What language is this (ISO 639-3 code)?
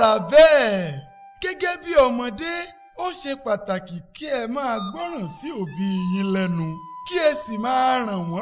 yor